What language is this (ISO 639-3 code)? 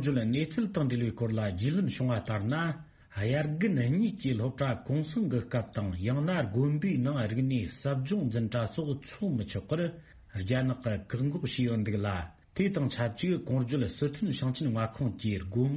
bod